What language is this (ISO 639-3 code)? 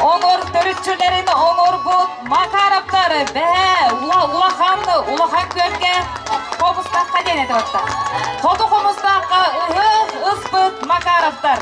sah